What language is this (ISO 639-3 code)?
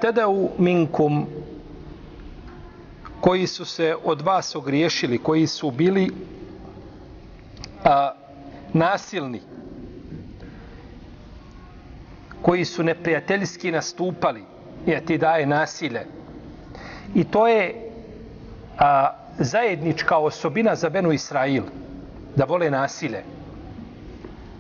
bos